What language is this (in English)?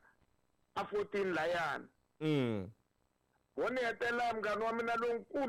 Tsonga